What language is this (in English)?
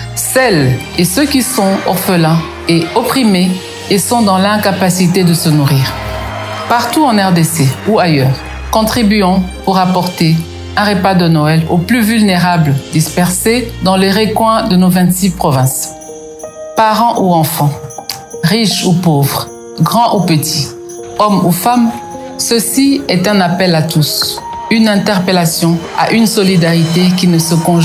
French